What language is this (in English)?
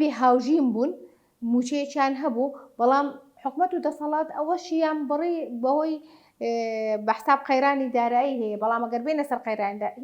Central Kurdish